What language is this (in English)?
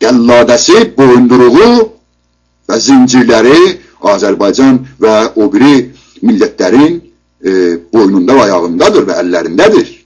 South Azerbaijani